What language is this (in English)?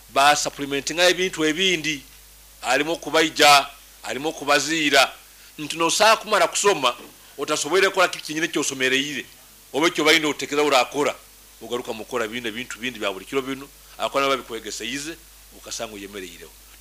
Nyankole